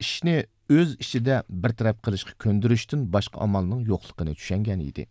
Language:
Uyghur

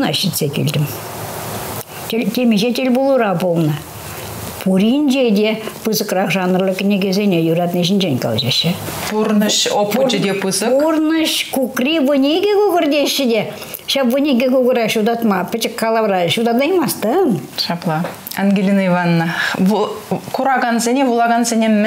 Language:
Chuvash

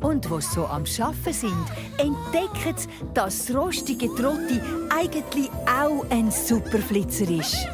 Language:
Swiss German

